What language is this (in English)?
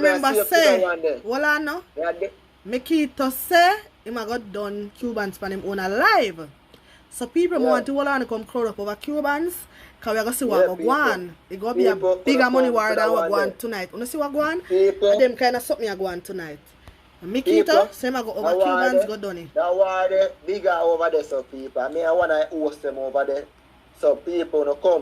Jamaican Creole English